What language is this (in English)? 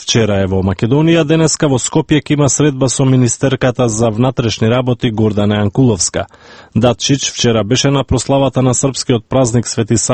Macedonian